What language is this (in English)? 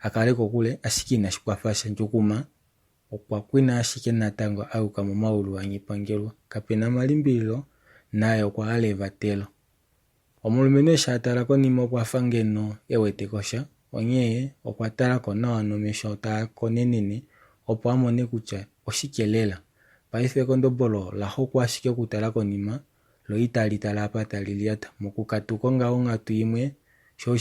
Kuanyama